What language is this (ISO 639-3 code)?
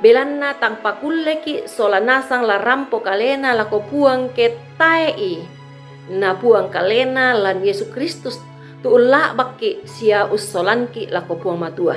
sda